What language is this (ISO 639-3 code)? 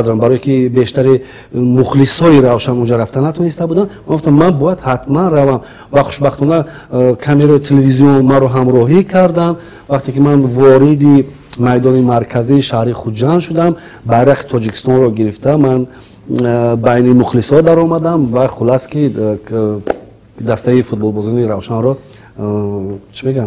tgk